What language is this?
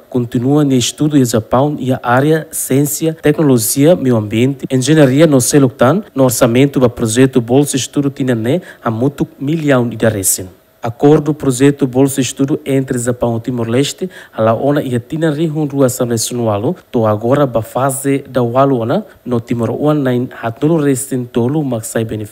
Tetum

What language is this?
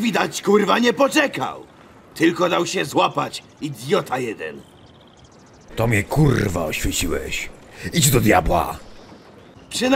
Polish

